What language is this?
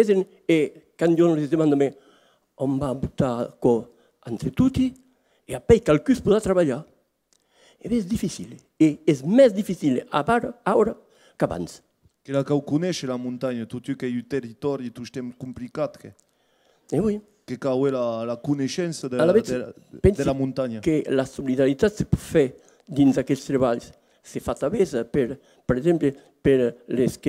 Occitan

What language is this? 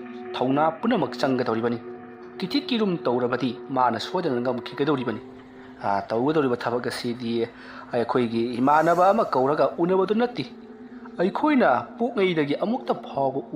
Manipuri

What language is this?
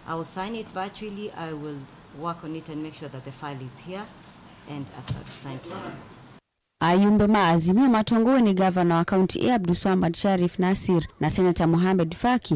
Kamba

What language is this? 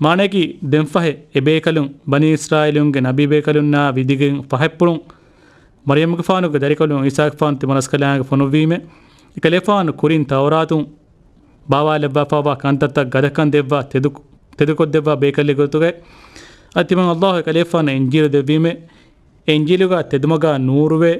Divehi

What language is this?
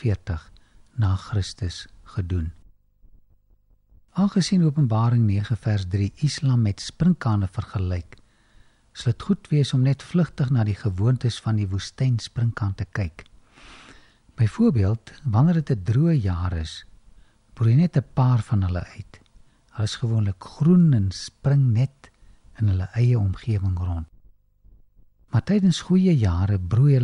Afrikaans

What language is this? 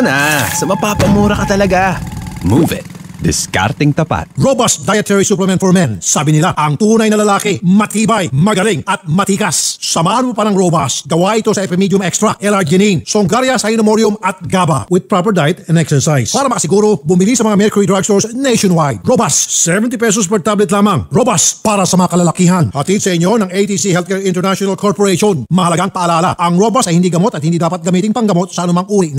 Filipino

